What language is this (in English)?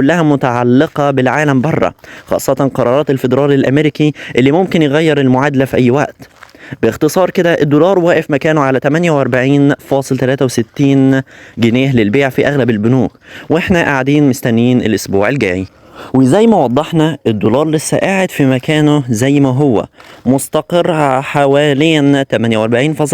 Egyptian Arabic